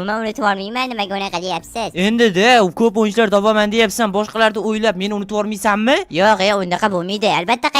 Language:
Uzbek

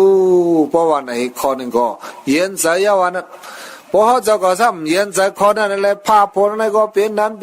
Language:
Shan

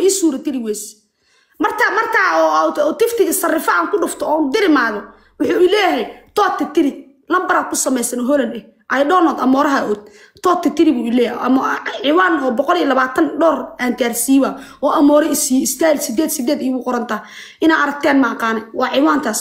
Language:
Somali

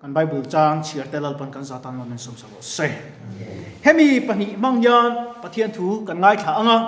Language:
Mizo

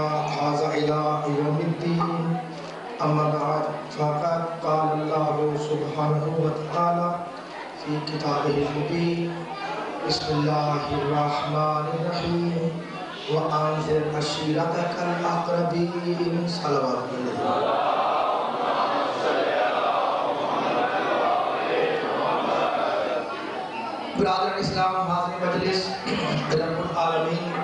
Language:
Urdu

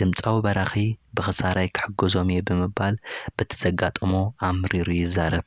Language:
Tigrinya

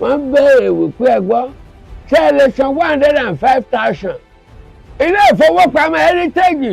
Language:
Yoruba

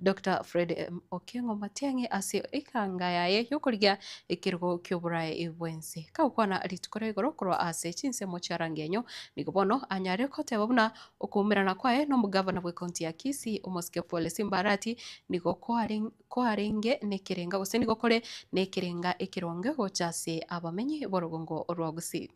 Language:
Gusii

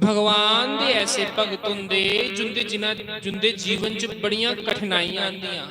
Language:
Dogri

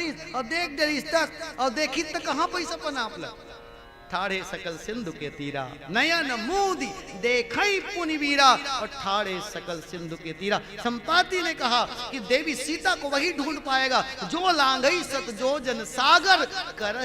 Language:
Chhattisgarhi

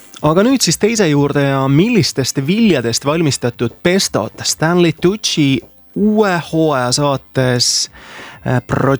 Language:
Estonian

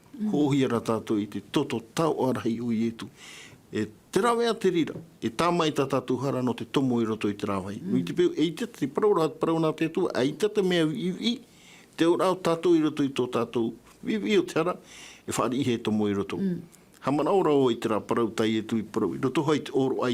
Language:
Tahitian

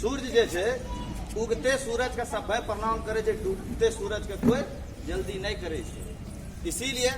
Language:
Angika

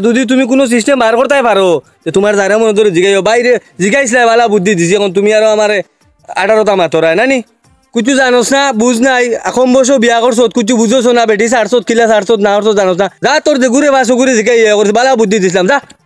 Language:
Sylheti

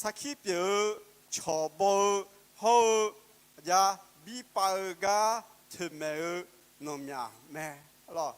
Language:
Akha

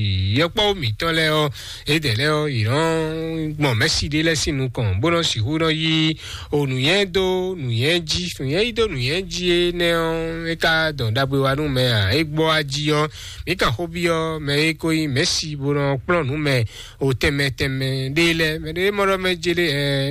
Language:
Fon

